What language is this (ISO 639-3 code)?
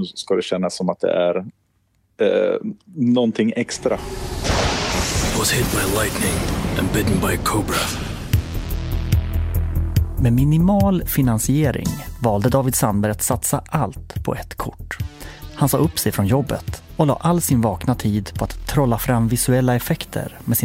swe